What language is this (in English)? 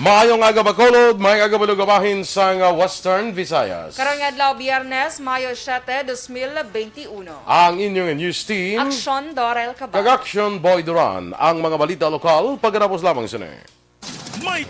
Hiligaynon